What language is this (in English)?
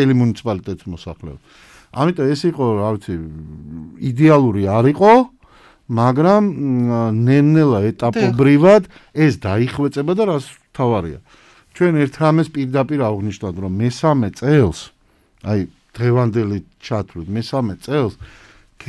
Georgian